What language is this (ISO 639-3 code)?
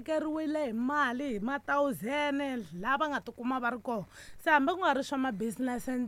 tso